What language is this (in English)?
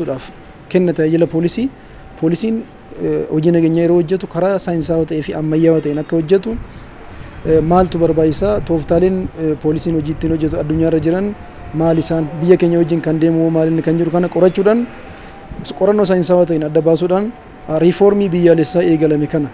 Oromo